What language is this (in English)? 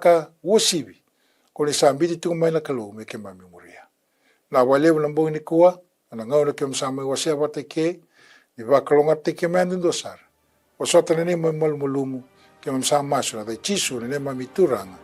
Fijian